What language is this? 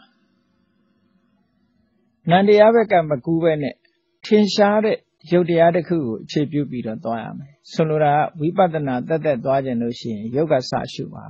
Burmese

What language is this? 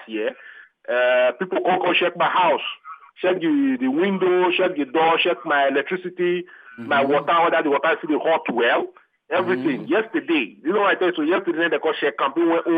Nigerian Pidgin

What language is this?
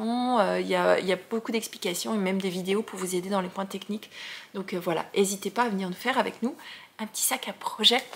French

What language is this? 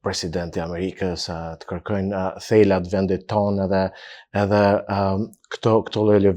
Albanian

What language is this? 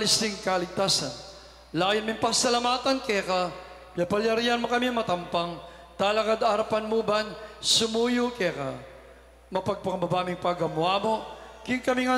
Pampanga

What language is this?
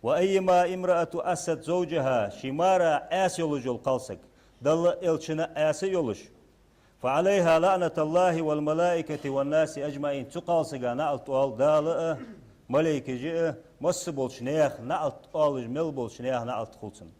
Ingush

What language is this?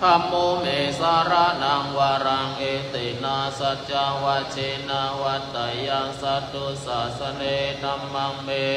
Pali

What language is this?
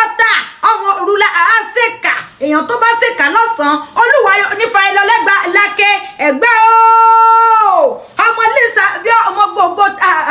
Yoruba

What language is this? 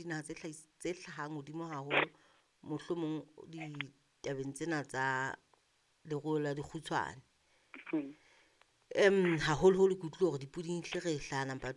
Southern Sotho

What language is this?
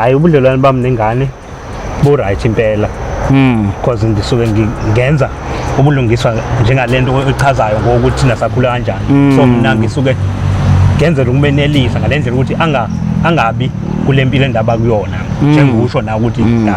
Zulu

